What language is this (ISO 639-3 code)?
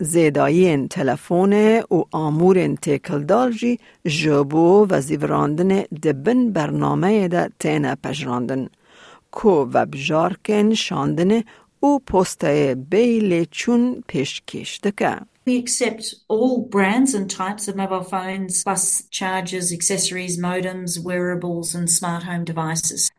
kur